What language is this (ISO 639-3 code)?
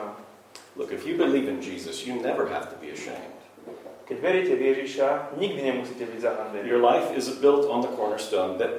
slk